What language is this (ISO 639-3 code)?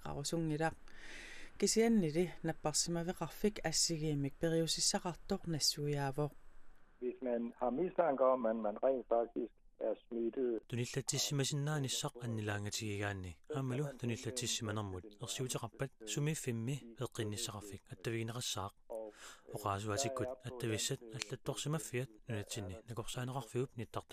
kal